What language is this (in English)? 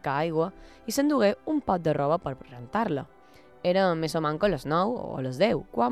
Catalan